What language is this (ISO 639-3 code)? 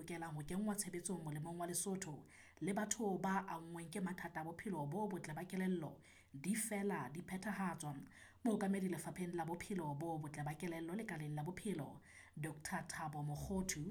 sot